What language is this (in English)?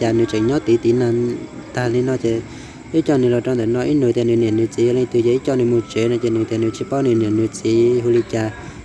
Hmong